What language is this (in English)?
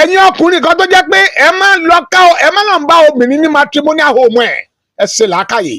Yoruba